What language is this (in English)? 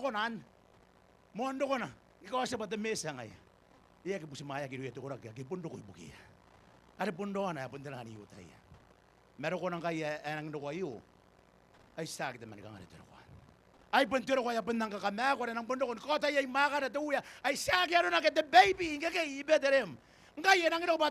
Gilbertese